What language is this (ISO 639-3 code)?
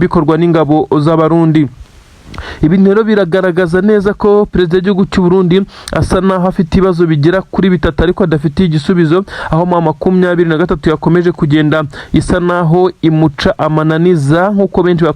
kin